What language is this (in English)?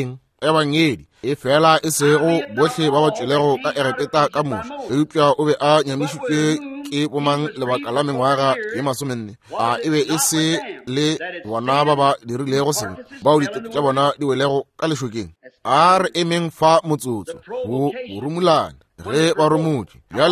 Northern Sotho